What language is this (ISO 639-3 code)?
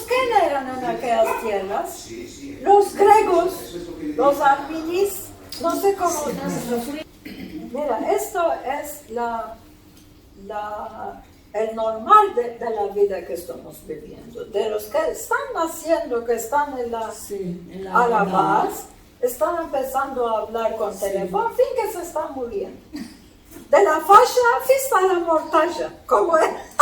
lad